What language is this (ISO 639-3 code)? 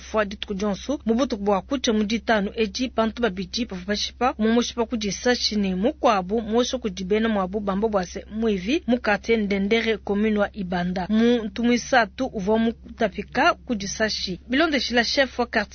lua